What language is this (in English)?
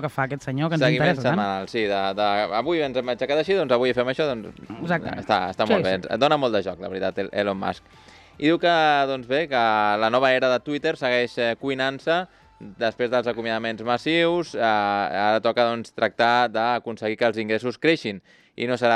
Catalan